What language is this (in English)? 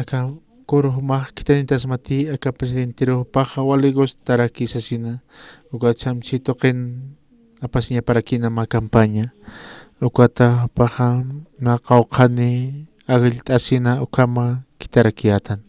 Aymara